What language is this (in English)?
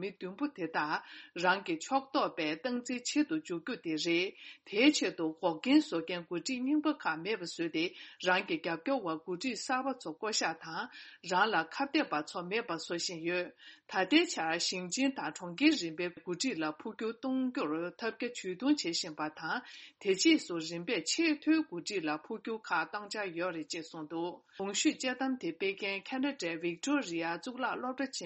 Tibetan